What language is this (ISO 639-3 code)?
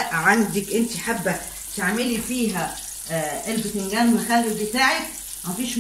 arz